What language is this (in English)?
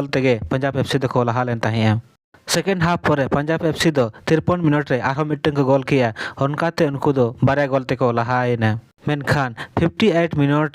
Santali